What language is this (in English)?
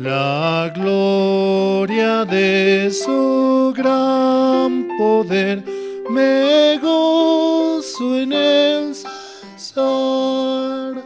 South Bolivian Quechua